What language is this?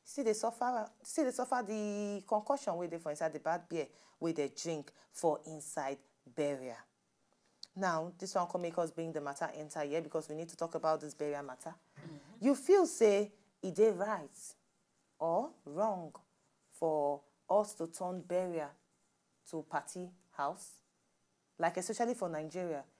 Nigerian Pidgin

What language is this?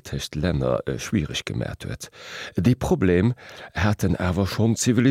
Luxembourgish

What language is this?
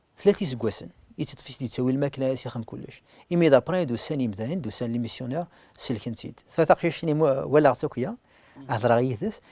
Kabyle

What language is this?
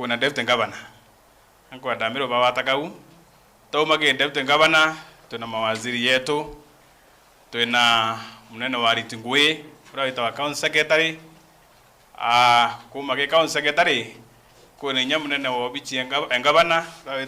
Meru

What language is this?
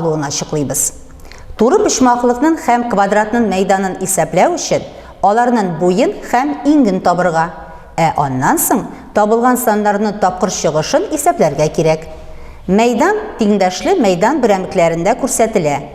Tatar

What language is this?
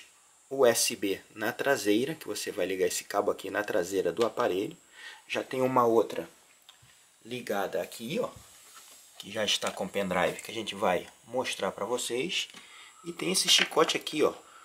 Portuguese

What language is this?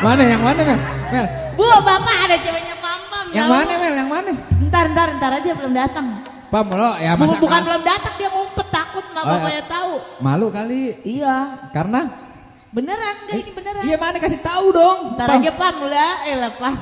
Betawi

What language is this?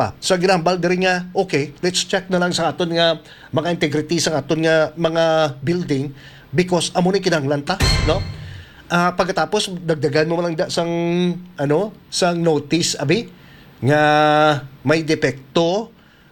Hiligaynon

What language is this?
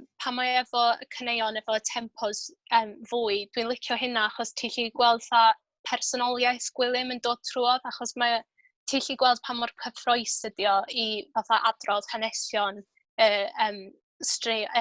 Welsh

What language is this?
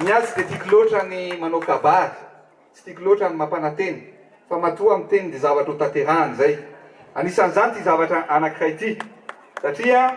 Malagasy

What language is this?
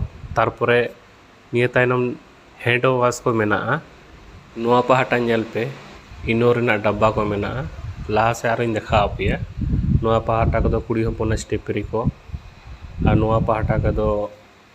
Santali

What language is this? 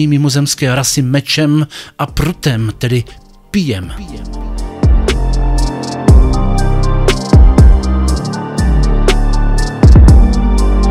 Czech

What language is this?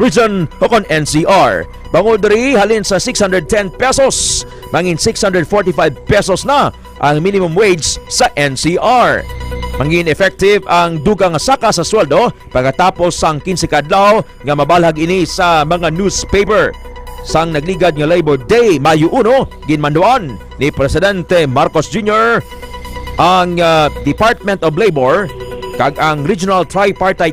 Hiligaynon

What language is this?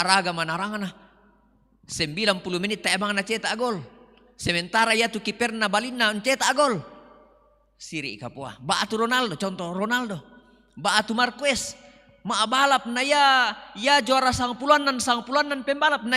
Toraja-Sa'dan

